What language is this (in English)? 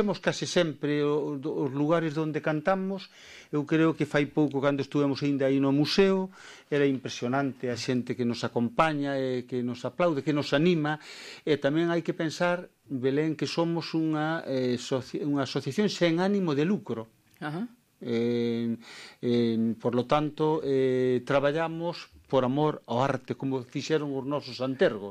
Galician